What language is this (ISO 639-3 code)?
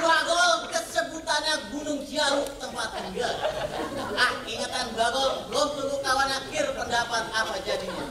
bew